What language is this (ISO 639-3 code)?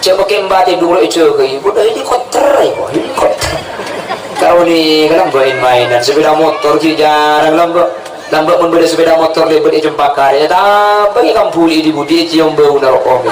mad